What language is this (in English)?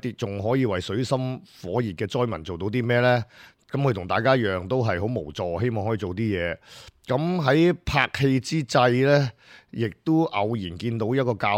Cantonese